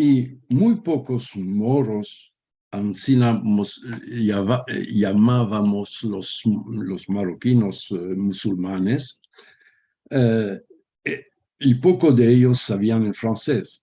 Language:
Ladino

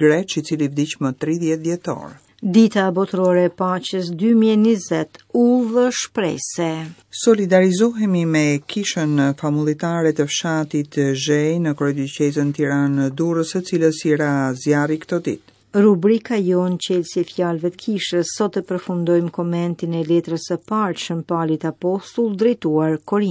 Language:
Albanian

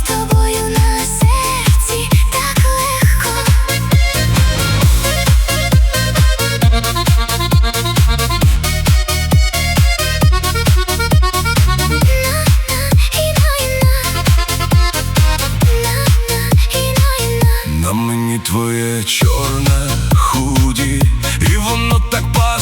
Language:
Ukrainian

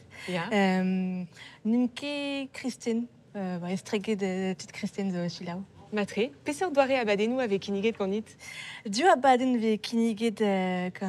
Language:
Breton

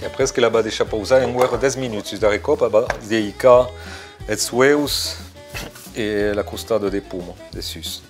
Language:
Occitan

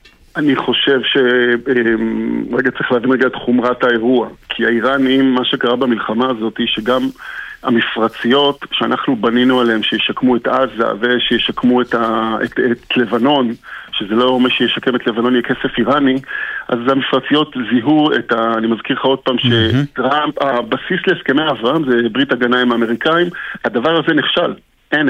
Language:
Hebrew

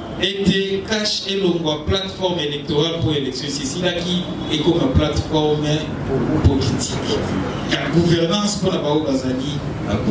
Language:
Lingala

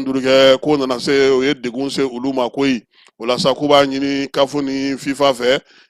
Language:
Bambara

